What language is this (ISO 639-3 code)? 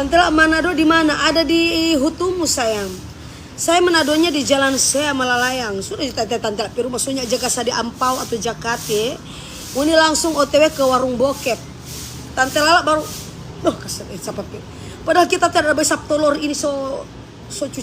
xmm